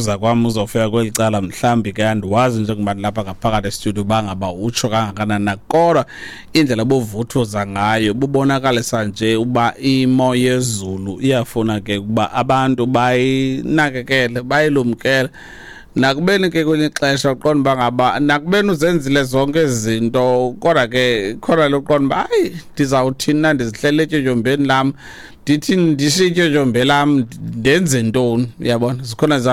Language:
Xhosa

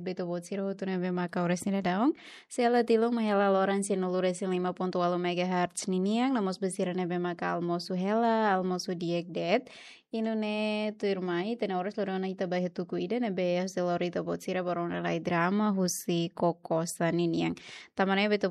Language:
Tetum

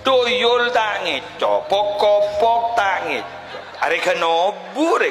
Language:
Madurese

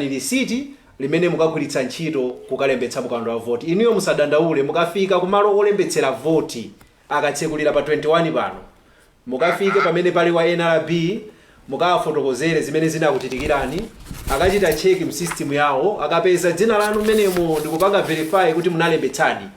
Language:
Nyanja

